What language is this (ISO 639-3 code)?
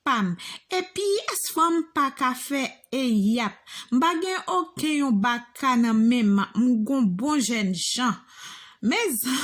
hat